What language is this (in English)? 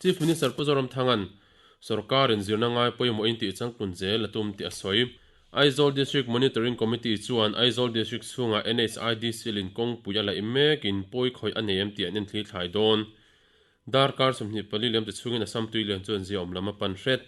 Mizo